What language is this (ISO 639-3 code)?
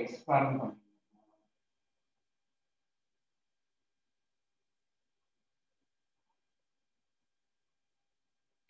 tam